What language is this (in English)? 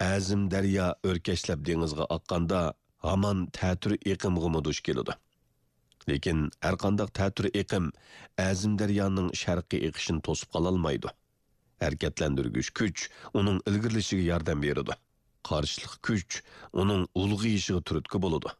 Uyghur